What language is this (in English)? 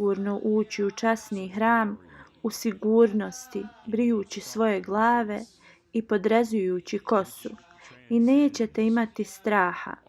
Bosnian